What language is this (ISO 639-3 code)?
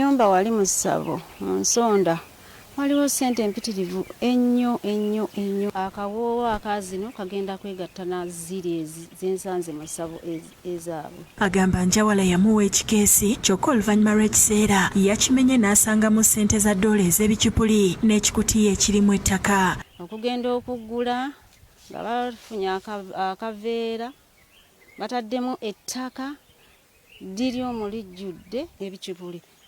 lug